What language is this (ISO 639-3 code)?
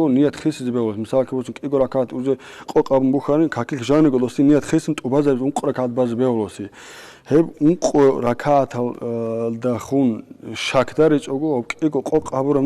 ava